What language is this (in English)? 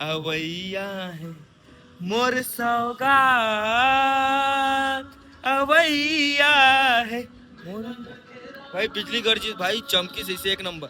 Chhattisgarhi